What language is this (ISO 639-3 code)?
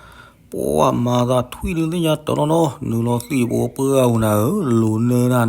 ksw